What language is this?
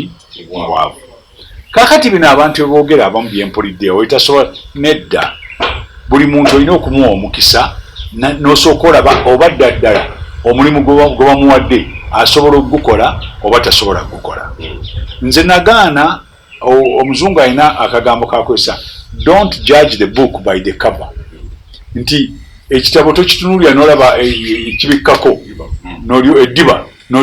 Ganda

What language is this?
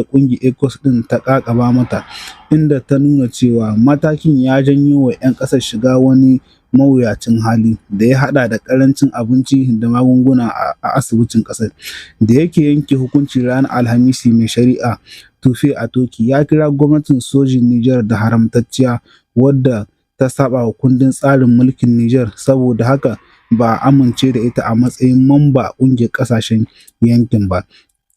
Hausa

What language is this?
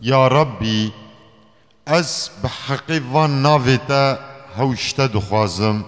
Kurdish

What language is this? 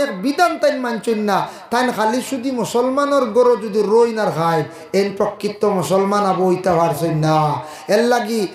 Sylheti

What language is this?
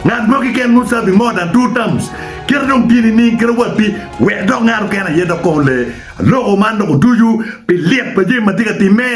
Acoli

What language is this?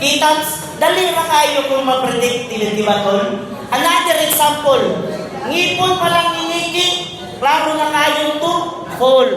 Cebuano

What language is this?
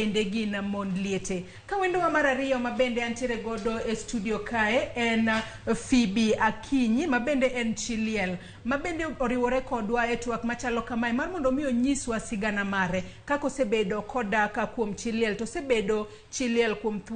Luo (Kenya and Tanzania)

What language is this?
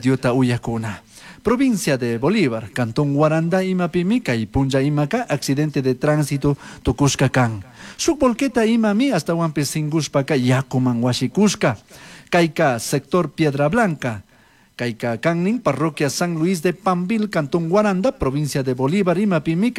Chimborazo Highland Quichua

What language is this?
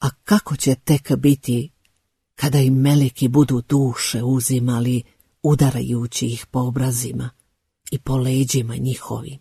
Bosnian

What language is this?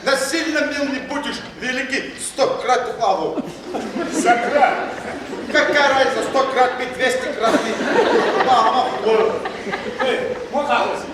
Adyghe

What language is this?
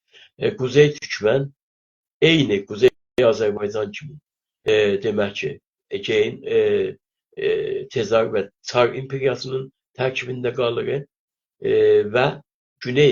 South Azerbaijani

